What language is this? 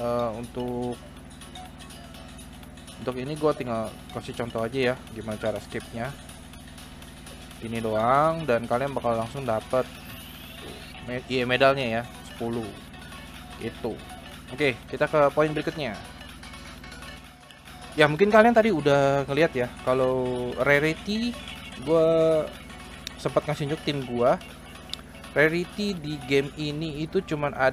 Indonesian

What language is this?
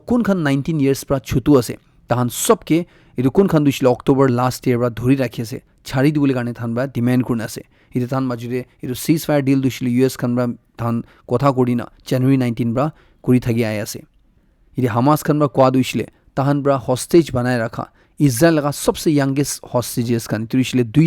Naga Pidgin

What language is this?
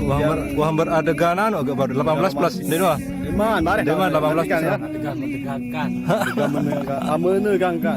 Sasak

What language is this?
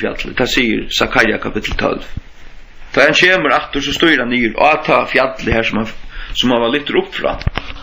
Faroese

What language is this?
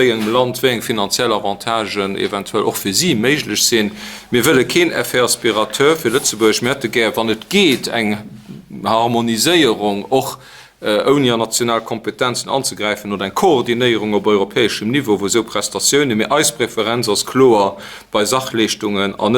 Luxembourgish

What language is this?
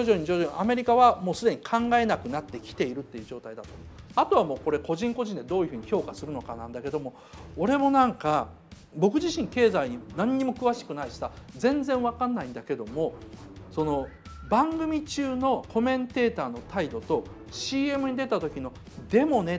Japanese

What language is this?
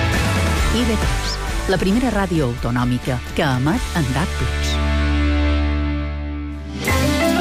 Catalan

